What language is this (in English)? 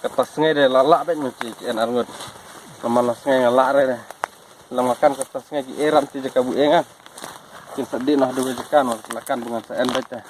Khasi